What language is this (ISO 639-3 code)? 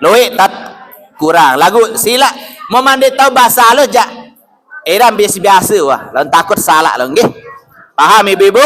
sas